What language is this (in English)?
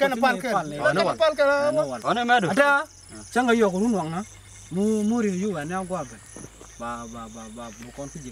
Nuer